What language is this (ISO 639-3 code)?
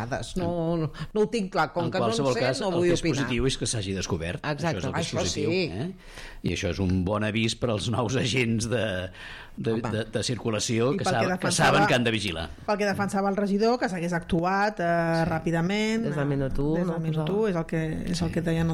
cat